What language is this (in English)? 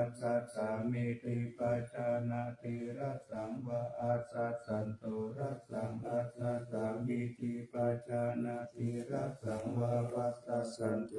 Pali